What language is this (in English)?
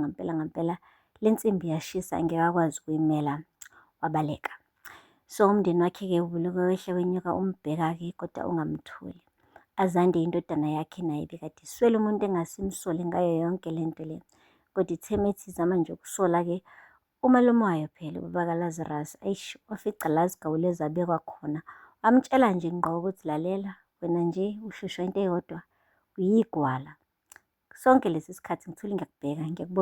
Zulu